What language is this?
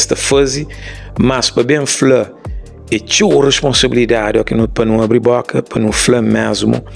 Kabuverdianu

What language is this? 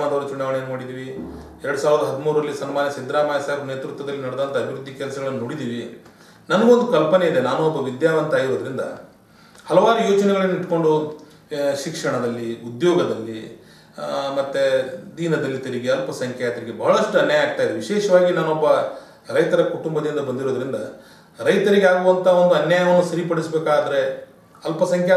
Kannada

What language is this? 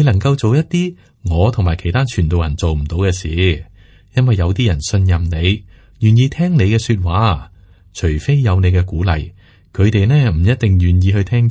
Cantonese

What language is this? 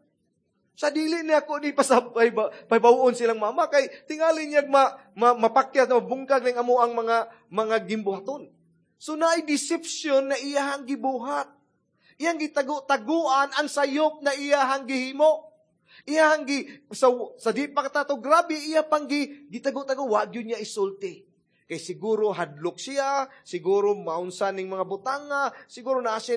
Cebuano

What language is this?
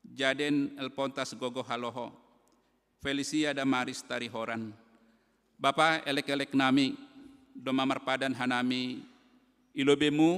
Batak Simalungun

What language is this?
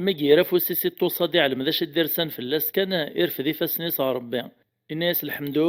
Kabyle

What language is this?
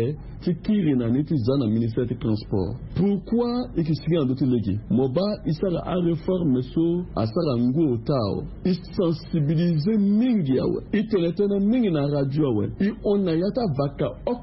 Sango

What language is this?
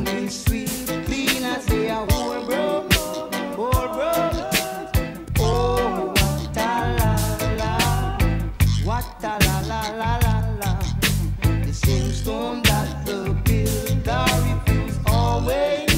English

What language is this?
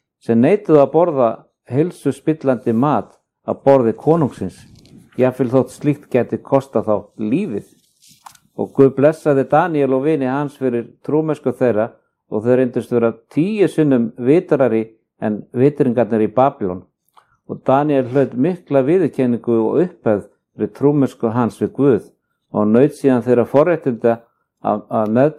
Icelandic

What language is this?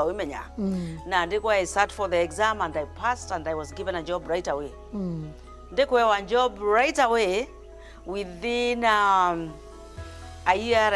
Meru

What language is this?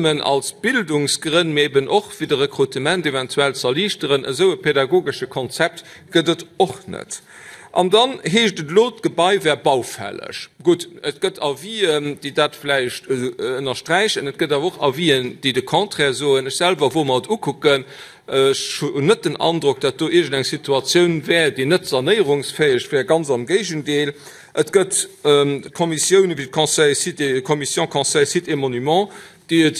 Luxembourgish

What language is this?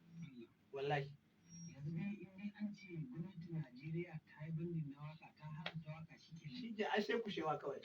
Hausa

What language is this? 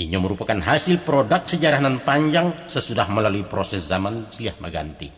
Minangkabau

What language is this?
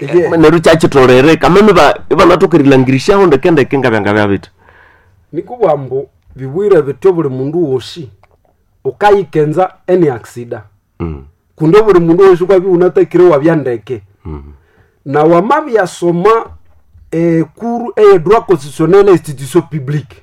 Nande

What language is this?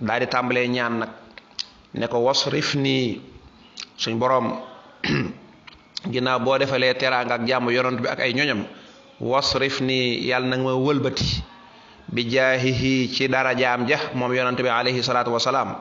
Wolof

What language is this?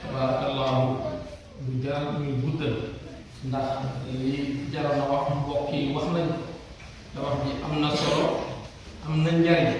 Wolof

